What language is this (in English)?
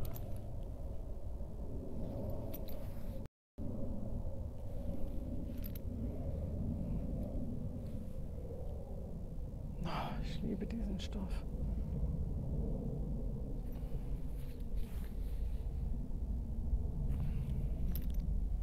German